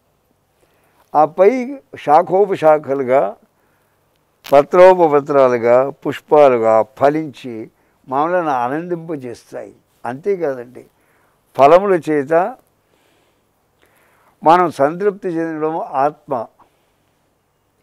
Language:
Telugu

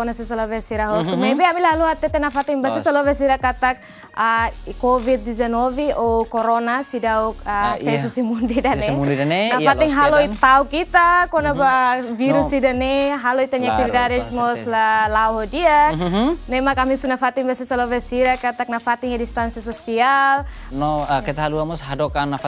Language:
Tetum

